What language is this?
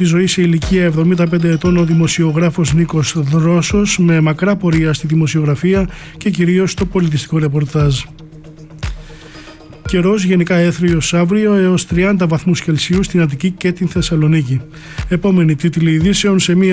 Greek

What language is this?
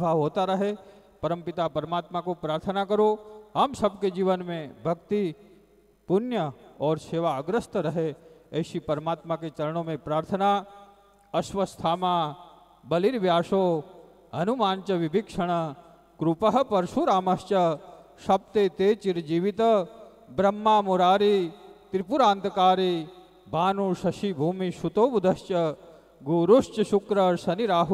Hindi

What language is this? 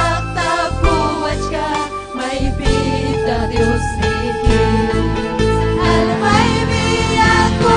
Ayacucho Quechua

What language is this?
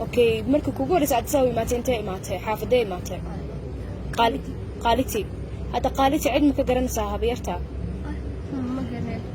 Somali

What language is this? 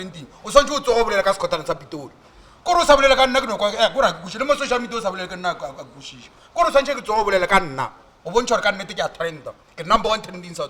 Northern Sotho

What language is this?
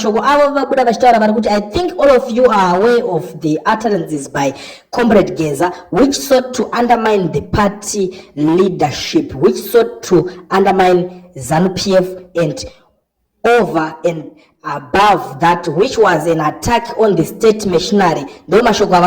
Shona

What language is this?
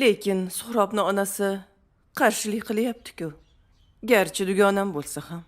Uzbek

